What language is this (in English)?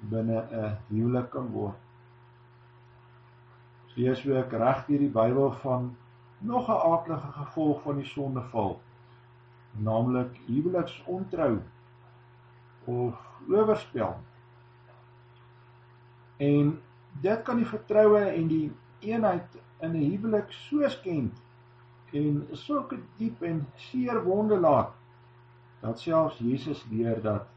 Afrikaans